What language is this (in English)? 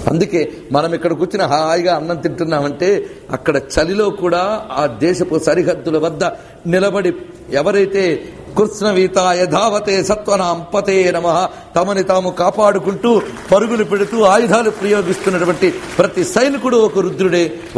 Telugu